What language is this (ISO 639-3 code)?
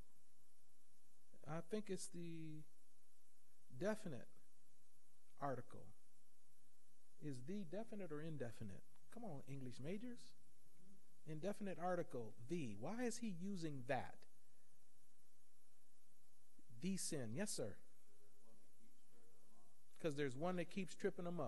eng